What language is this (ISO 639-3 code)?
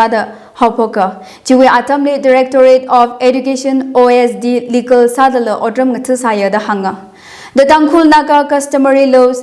nmf